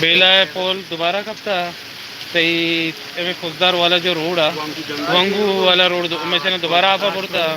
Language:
Baluchi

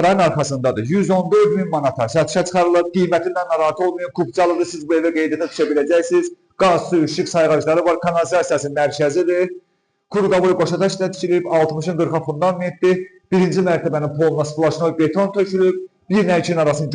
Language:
Azerbaijani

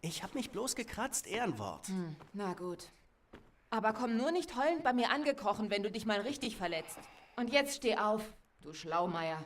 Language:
Swiss German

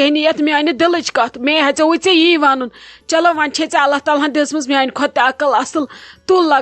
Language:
Kashmiri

